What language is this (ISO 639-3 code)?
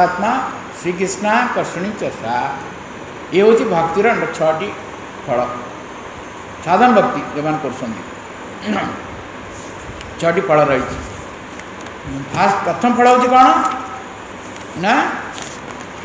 ori